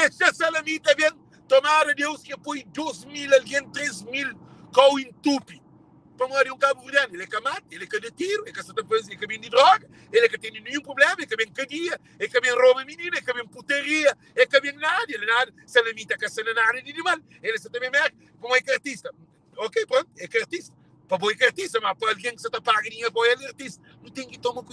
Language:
Kabuverdianu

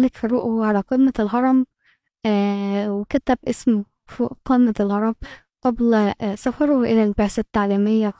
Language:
Egyptian Arabic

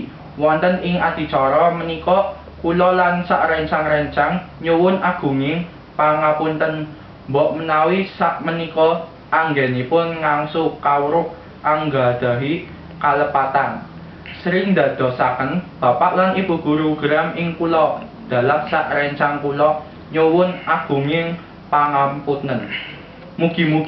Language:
Javanese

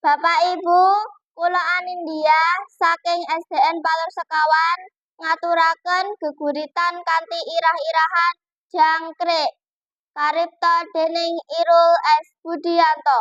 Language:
Javanese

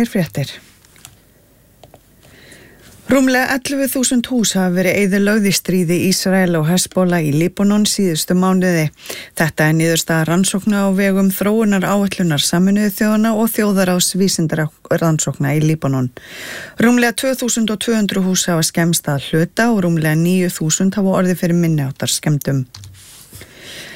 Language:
Icelandic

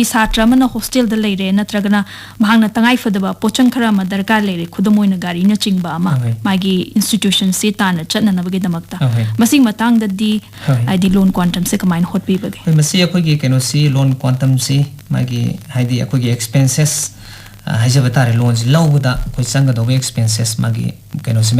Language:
Manipuri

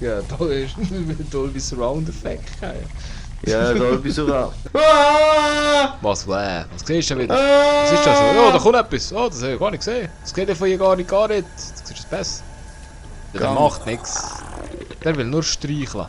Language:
Swiss German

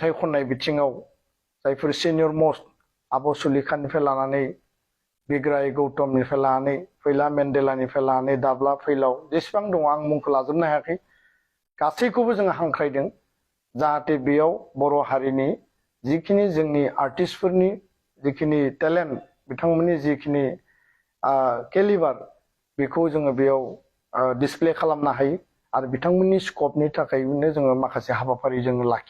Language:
Bodo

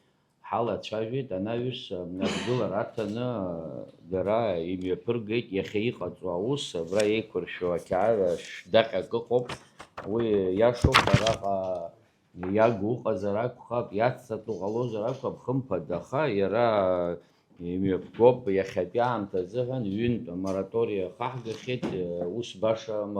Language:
Abkhazian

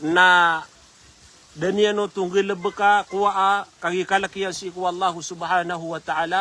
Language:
Maranao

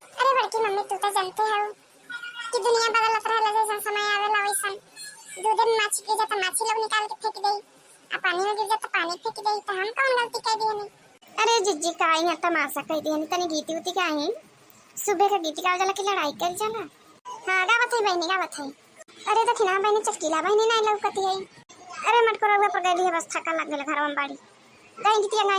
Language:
Bhojpuri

